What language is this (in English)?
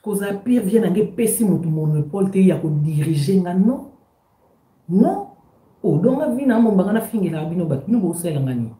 Lingala